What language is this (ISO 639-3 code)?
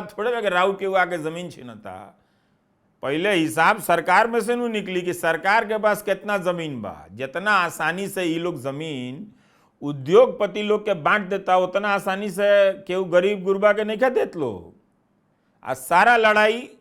bho